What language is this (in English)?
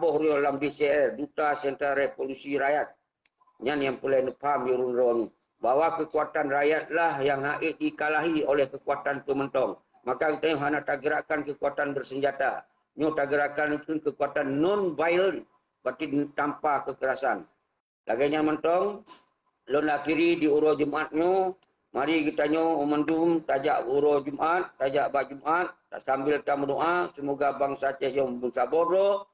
Achinese